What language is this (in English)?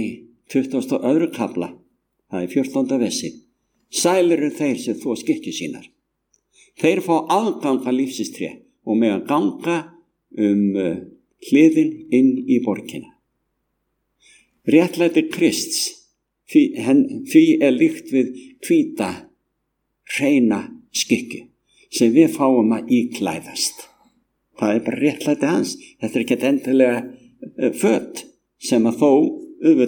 Icelandic